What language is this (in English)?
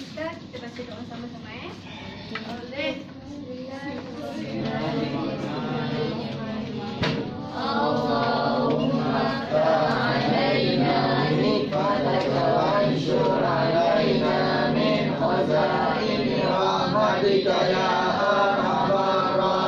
Malay